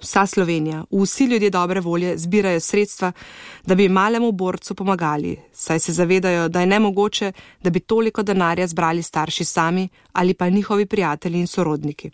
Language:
Slovenian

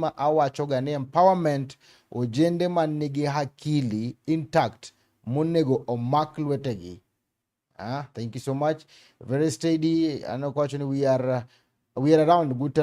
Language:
Luo (Kenya and Tanzania)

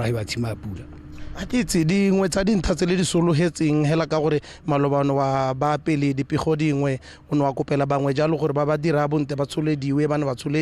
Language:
Tswana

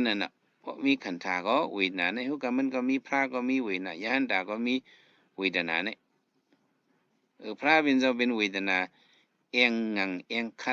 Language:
Shan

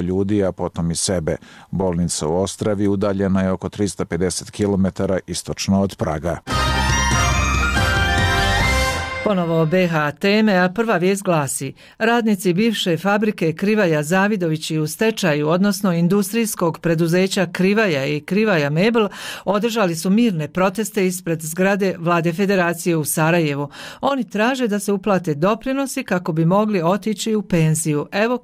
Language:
Bosnian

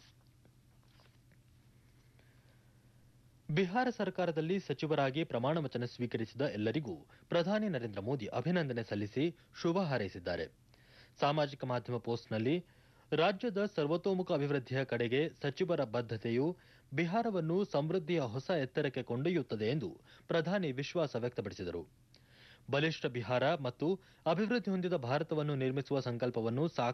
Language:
Kannada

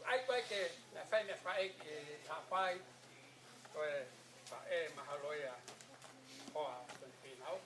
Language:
Tongan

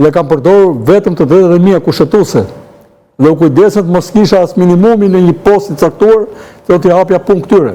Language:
Albanian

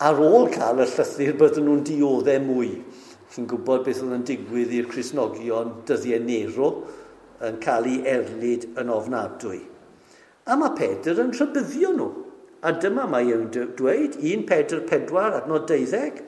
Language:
Welsh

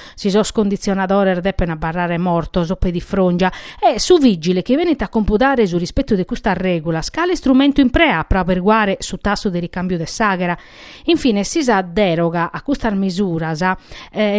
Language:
Sardinian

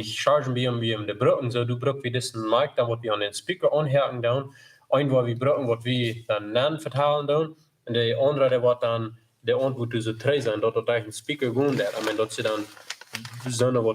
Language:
Plautdietsch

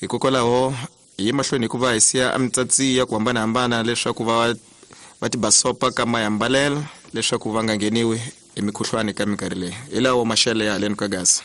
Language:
Tsonga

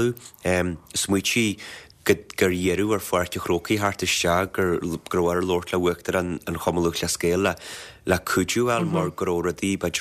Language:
Irish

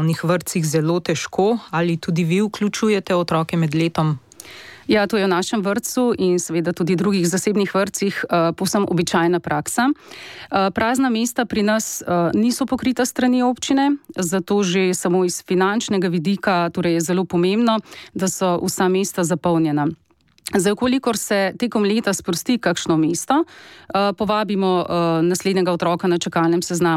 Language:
Slovenian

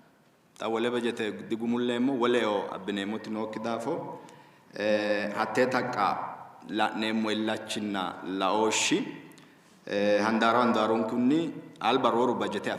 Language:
Sidamo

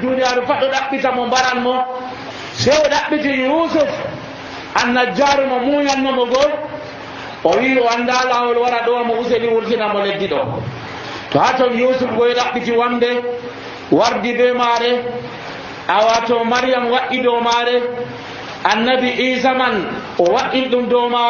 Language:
Nigerian Fulfulde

